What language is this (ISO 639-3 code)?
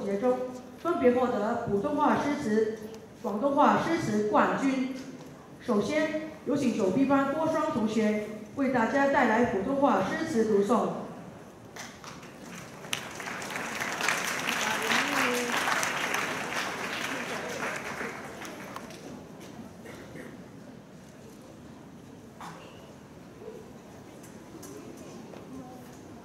zho